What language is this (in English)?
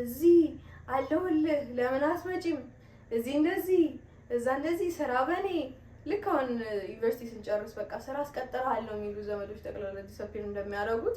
Amharic